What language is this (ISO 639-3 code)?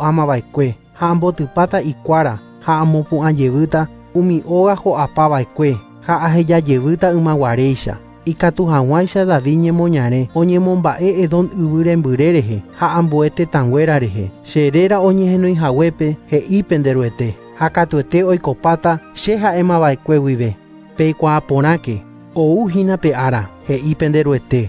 grn